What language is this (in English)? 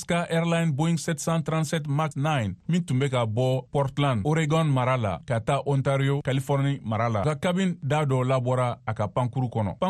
Bambara